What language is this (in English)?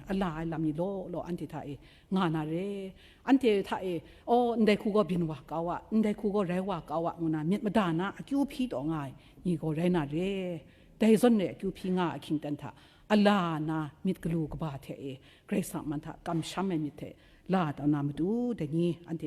Kachin